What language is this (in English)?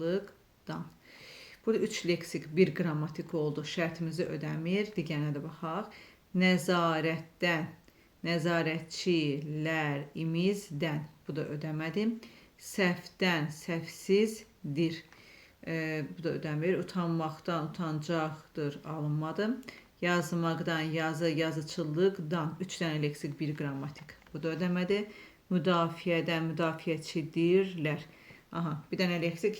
Azerbaijani